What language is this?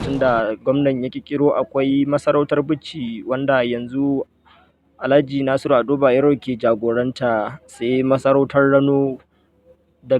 Hausa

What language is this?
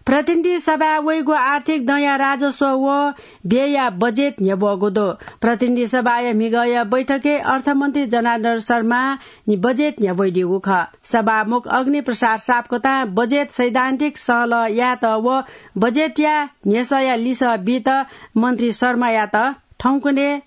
Newari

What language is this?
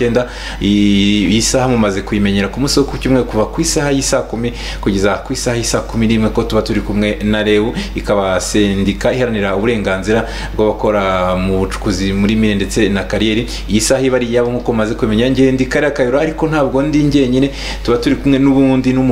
Kinyarwanda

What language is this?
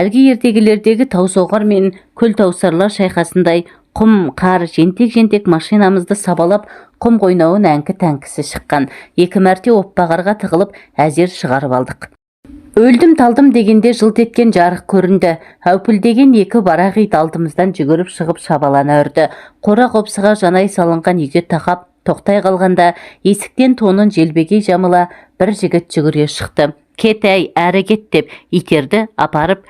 Kazakh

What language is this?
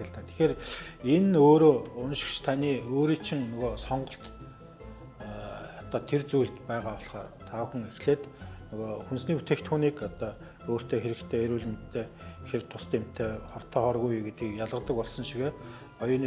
Mongolian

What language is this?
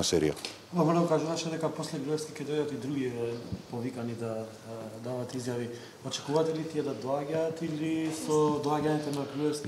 Macedonian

